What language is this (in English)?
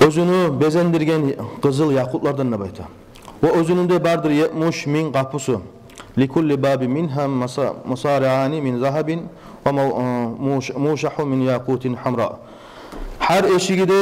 Kumyk